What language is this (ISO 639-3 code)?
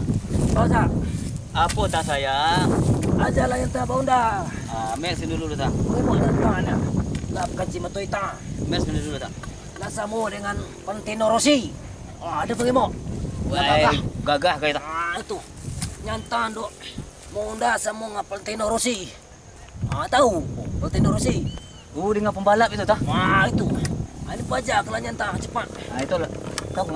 min